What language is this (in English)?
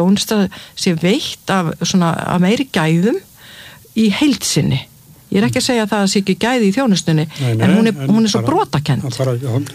Icelandic